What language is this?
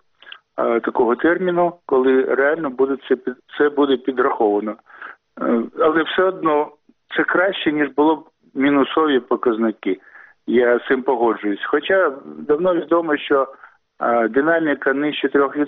Ukrainian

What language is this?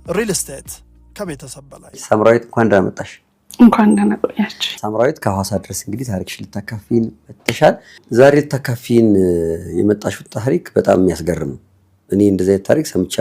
Amharic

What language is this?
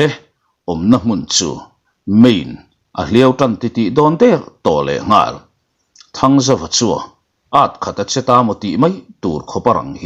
Mizo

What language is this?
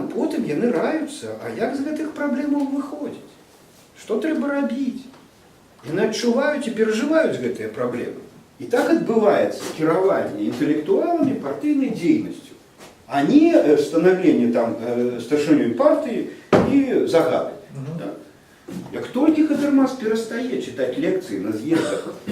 Belarusian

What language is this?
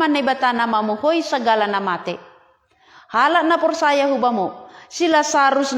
Batak Simalungun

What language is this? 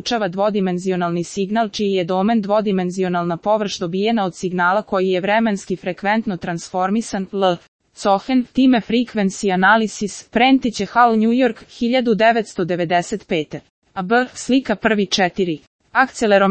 Serbian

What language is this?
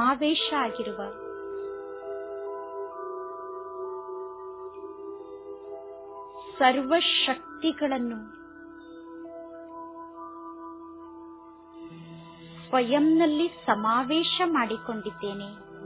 Kannada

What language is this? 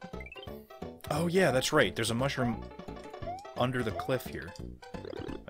English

